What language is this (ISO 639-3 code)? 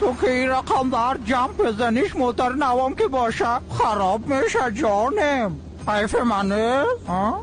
fas